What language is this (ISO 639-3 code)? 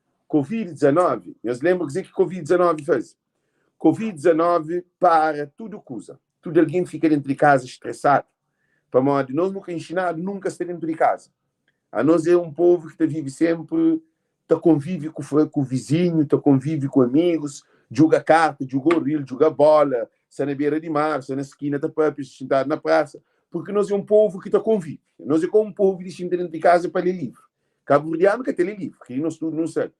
kea